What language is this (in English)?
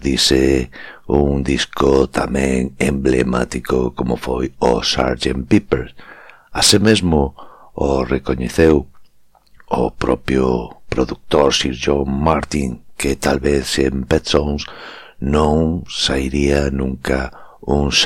Galician